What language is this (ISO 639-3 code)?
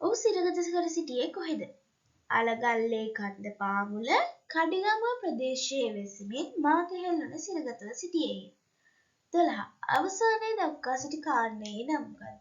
sin